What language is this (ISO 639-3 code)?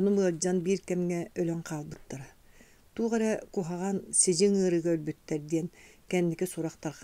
sah